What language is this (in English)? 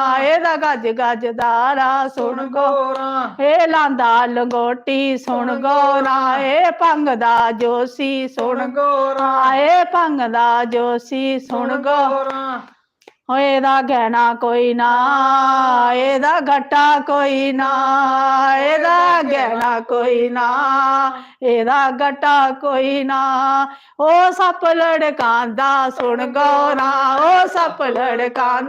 Dogri